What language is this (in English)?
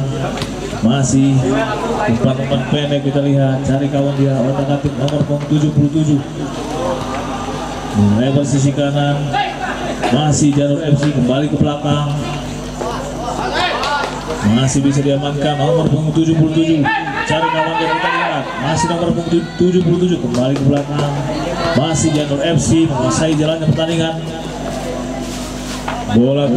Indonesian